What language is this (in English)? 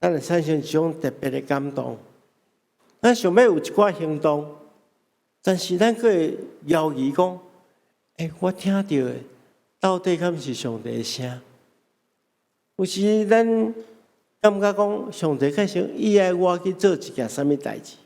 Min Nan Chinese